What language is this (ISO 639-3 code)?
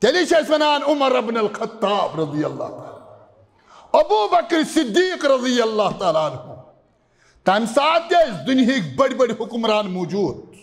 kas